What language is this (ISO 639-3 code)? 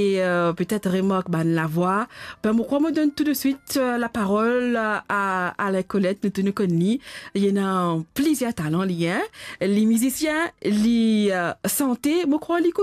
mfe